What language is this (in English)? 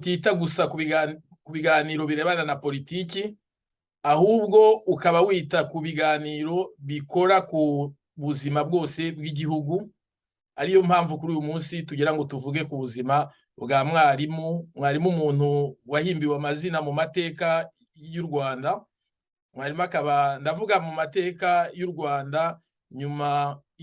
Kinyarwanda